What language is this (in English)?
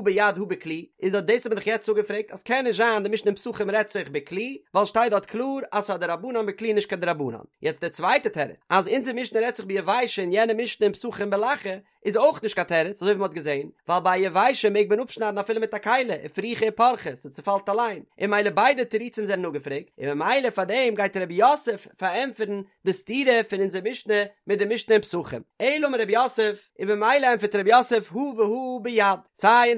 Yiddish